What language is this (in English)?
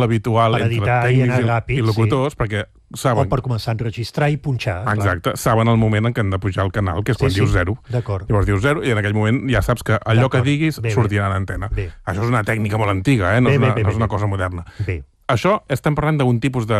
Catalan